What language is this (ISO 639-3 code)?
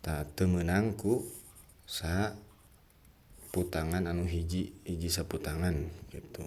sun